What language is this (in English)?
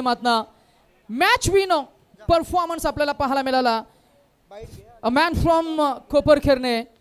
Marathi